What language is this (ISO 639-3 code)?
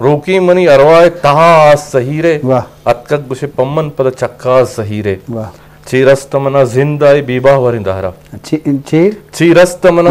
bgp